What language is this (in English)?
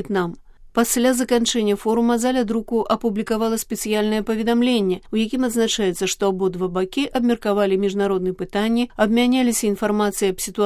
Belarusian